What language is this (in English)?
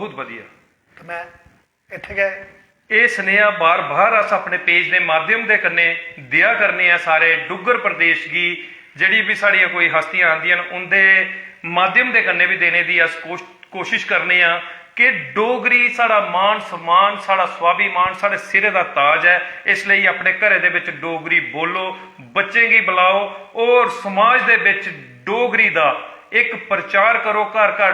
Dogri